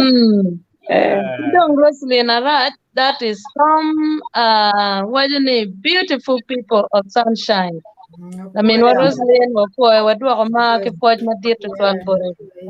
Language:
Acoli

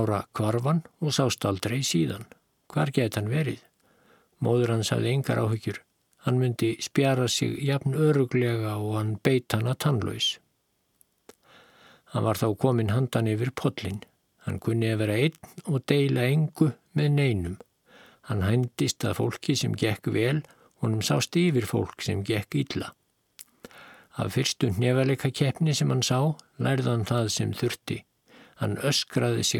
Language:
Icelandic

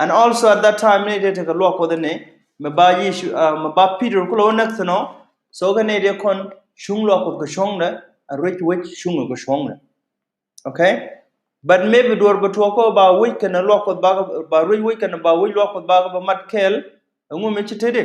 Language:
Nuer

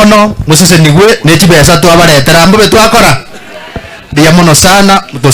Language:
Gusii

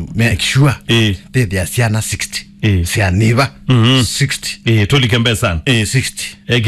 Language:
Kamba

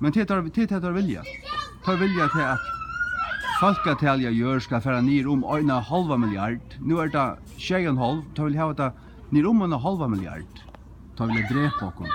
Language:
Faroese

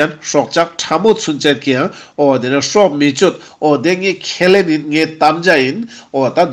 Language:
Ladakhi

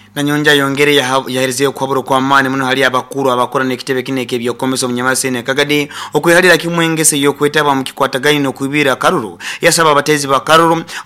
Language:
Nyoro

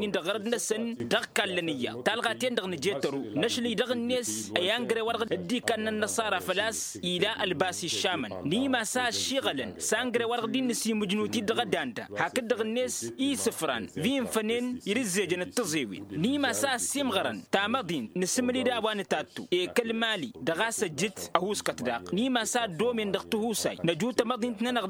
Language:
Tamasheq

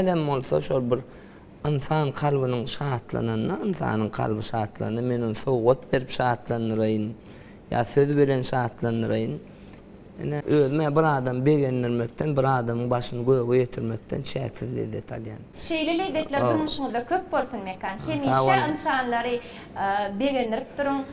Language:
Turkmen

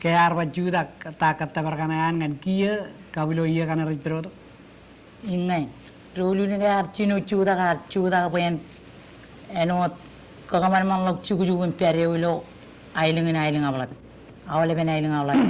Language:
Marshallese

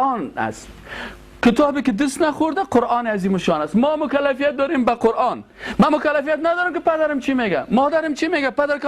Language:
Persian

